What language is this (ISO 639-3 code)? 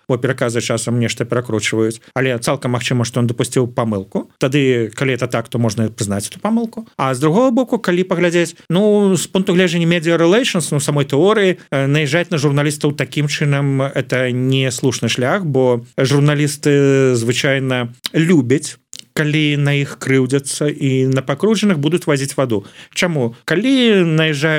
bel